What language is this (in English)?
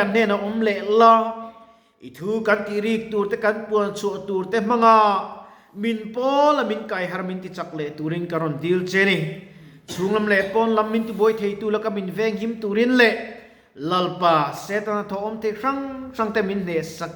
Mizo